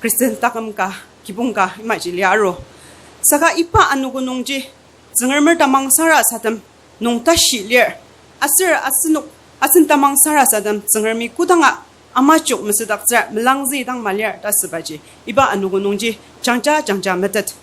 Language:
Ao Naga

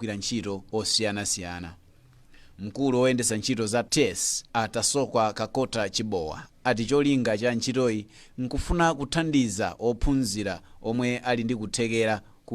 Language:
Nyanja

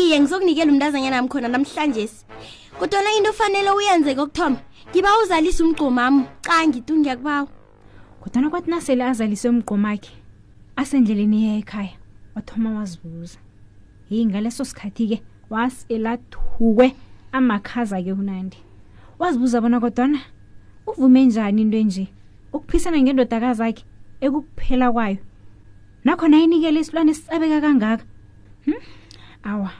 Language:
South Ndebele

